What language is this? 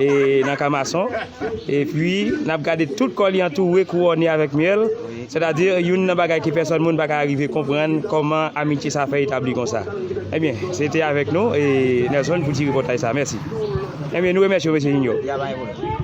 Haitian Creole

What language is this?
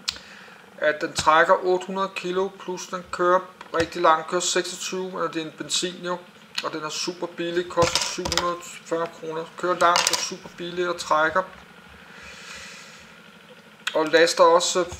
Danish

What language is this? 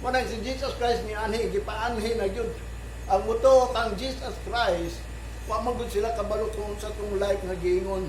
Cebuano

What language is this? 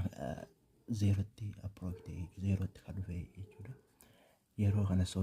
Oromo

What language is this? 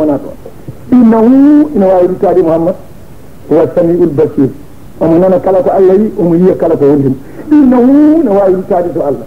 Fula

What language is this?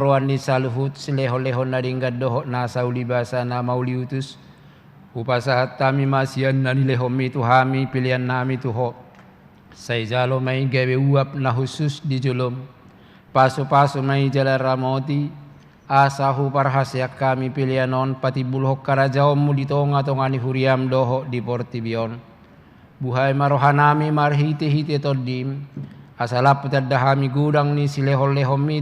Batak Toba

